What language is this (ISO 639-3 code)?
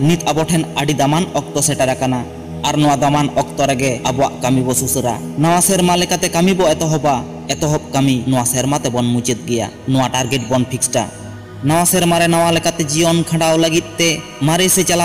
sat